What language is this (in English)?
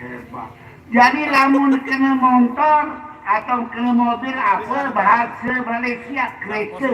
Sasak